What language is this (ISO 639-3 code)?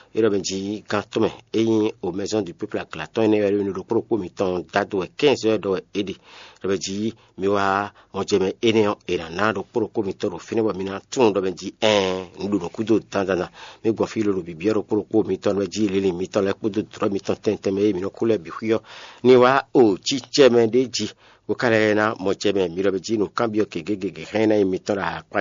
fon